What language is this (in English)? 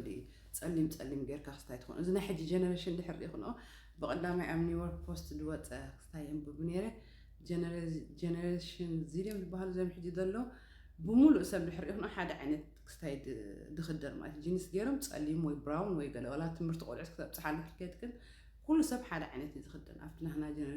Tigrinya